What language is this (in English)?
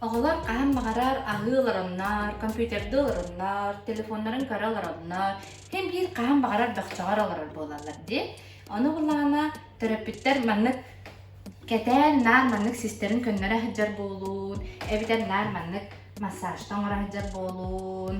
Yakut